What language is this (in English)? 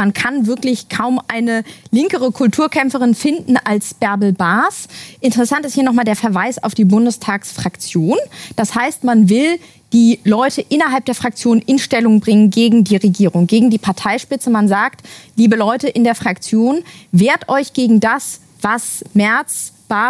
German